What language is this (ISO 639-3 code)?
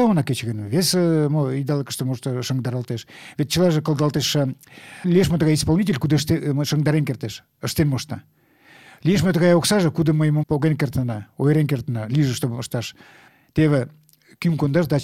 chm